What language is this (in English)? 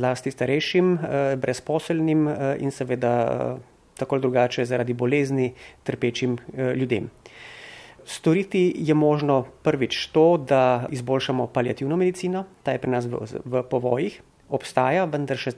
Slovenian